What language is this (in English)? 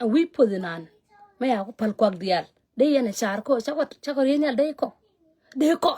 Nuer